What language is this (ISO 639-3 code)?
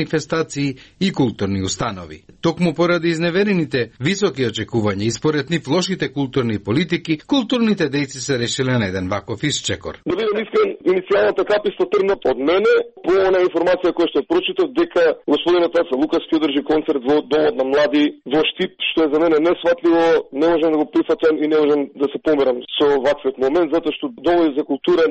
mkd